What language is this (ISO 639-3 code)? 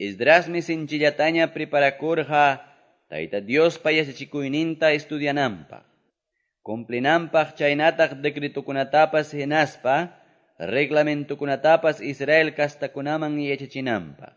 que